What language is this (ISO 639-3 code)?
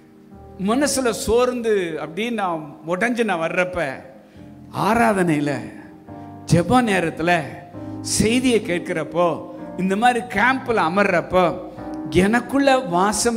tam